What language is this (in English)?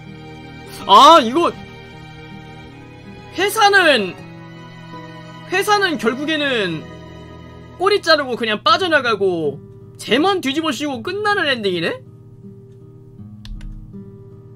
Korean